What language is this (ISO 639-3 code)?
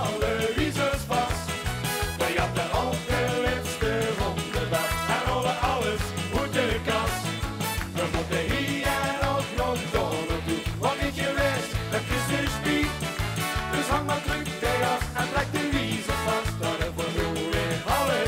lim